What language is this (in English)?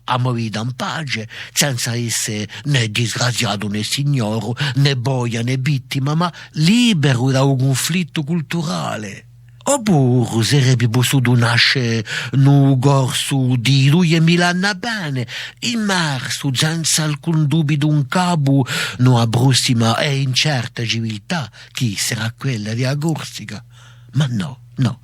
Corsican